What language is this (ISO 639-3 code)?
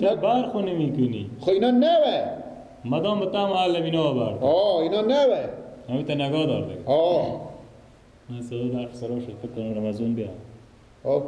fas